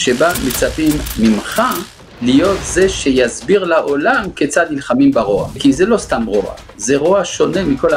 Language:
Hebrew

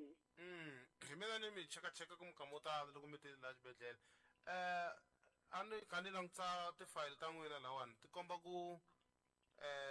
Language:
Tsonga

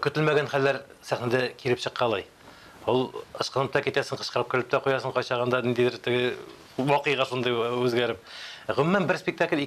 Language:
Tatar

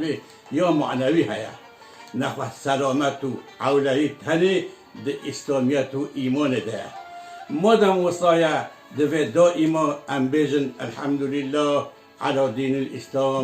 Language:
Kurdish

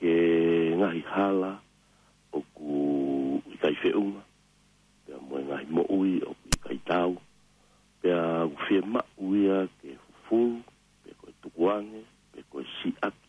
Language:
Tongan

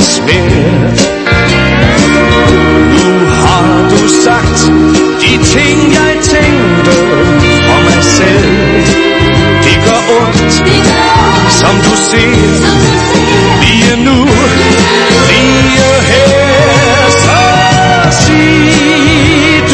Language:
Danish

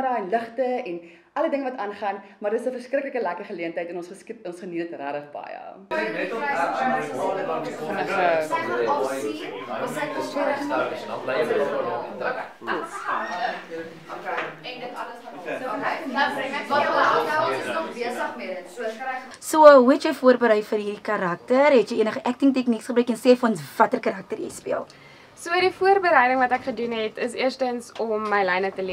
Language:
Afrikaans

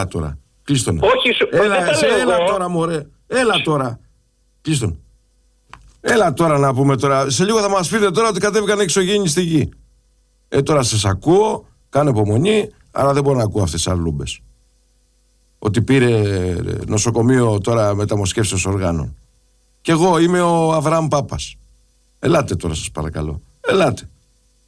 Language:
Greek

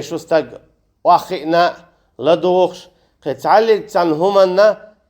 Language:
Chechen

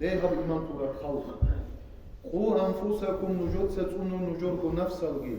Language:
Avaric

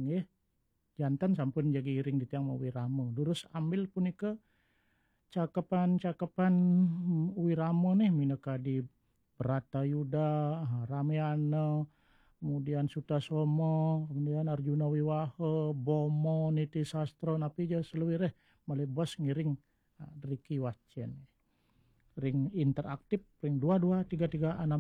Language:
Balinese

